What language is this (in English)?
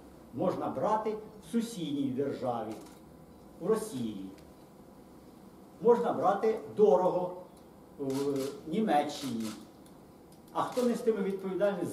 Ukrainian